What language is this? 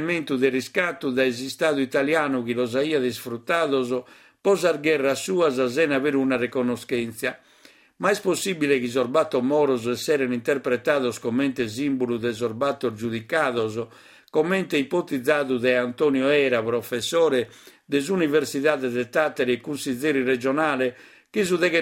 Sardinian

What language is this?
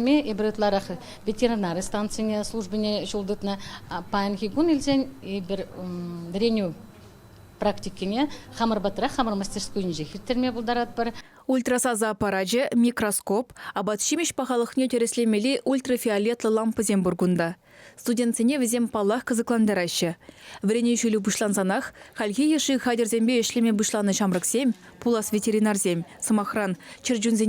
Chuvash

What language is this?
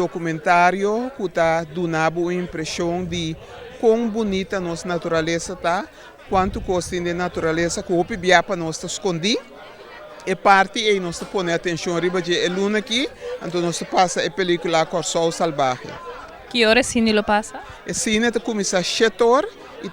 Papiamento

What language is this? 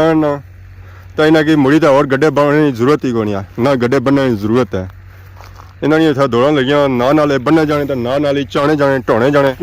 Pahari-Potwari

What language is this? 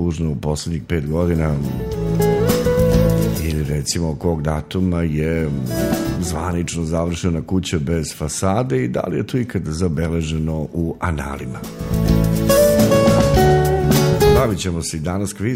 Serbian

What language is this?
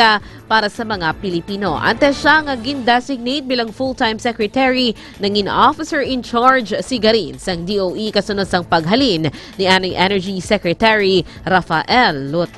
Hiligaynon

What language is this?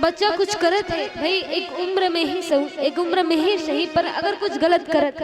Chhattisgarhi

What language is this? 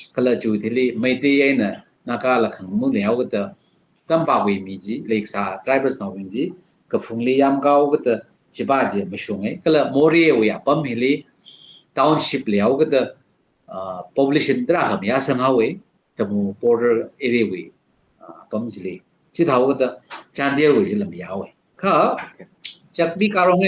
Tangkhul Naga (India)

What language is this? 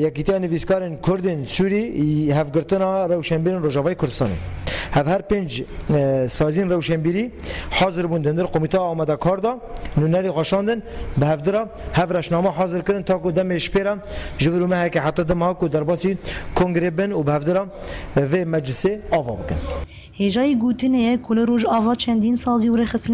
Kurdish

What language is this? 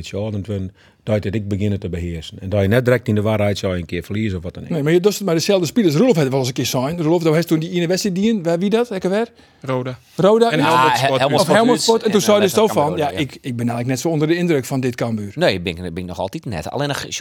Western Frisian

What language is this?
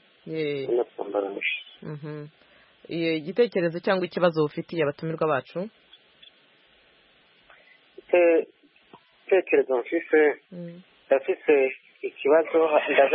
Kinyarwanda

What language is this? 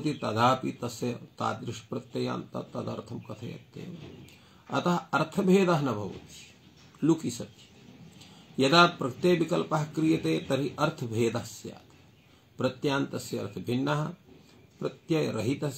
Sanskrit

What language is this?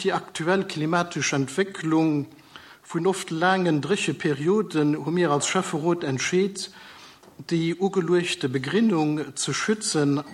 Luxembourgish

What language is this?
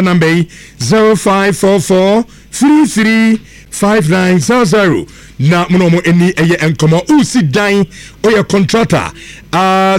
Akan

